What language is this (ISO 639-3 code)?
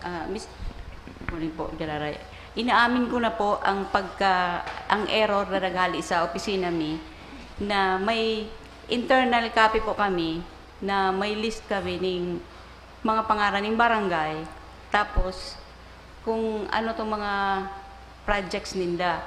bik